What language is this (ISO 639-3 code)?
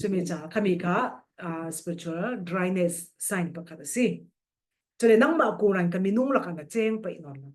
cfm